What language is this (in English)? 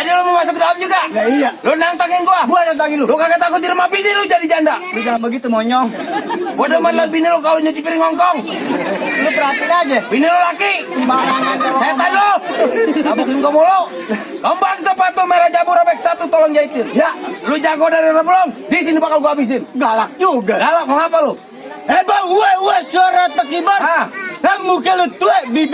Betawi